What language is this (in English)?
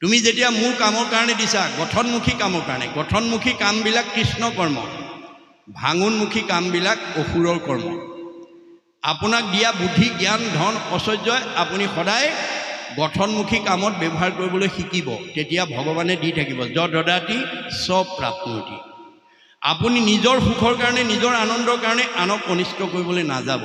Assamese